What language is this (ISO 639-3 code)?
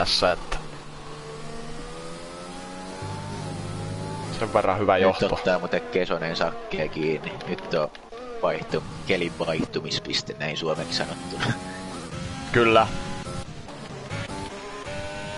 fin